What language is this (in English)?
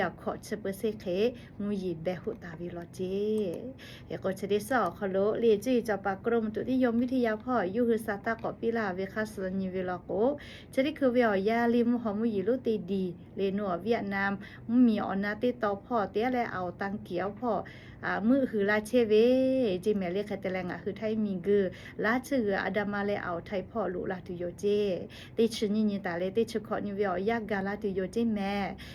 Lahu